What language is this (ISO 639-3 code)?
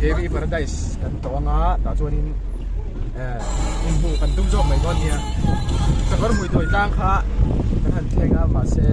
lus